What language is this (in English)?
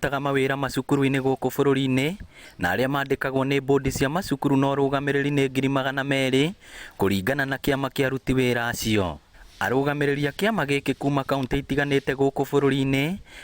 Kikuyu